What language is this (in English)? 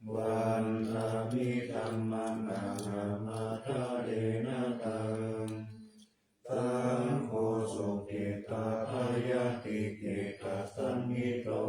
Pali